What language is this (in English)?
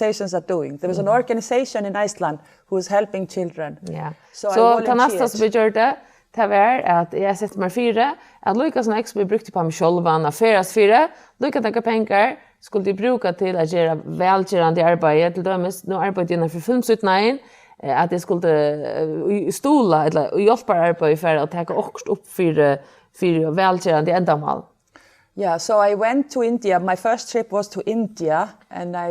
Faroese